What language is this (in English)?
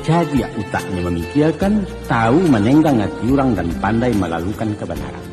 Minangkabau